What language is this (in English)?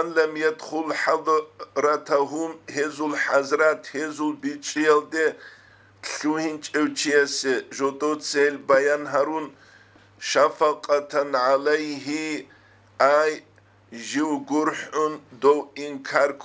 Avaric